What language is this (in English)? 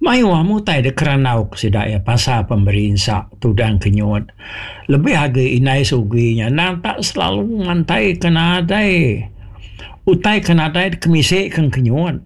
Iban